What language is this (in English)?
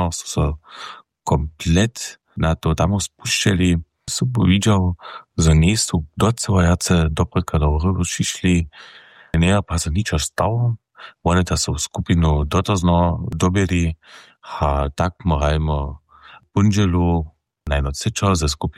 Upper Sorbian